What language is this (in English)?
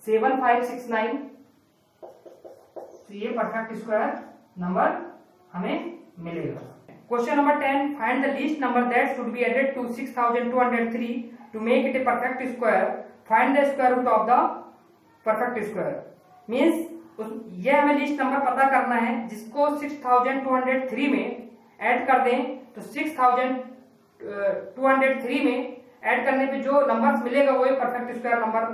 Hindi